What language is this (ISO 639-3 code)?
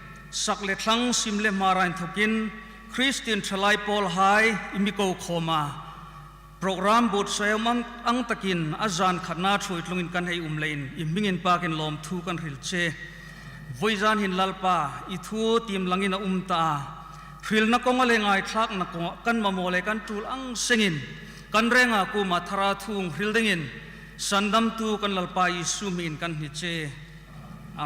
hmr